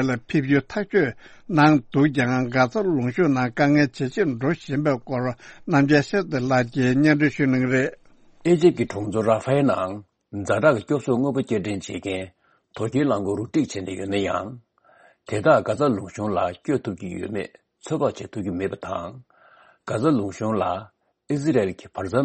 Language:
Tibetan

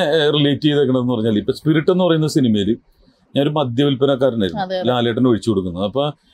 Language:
Malayalam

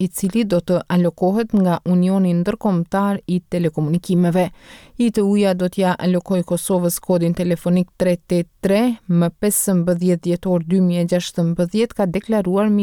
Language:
Albanian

